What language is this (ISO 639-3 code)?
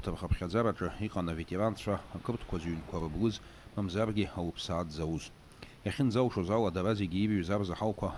abk